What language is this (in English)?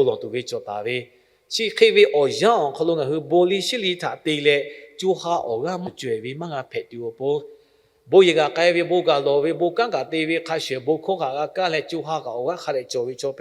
Lahu